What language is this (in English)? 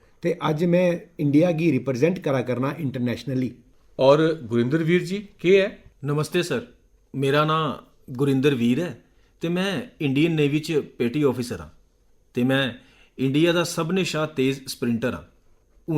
Dogri